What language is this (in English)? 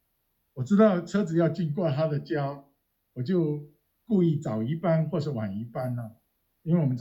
Chinese